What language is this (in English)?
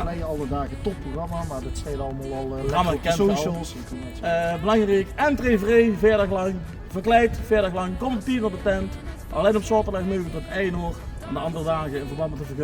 Limburgish